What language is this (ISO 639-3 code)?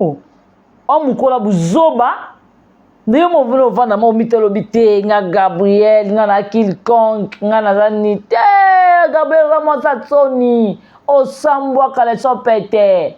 lin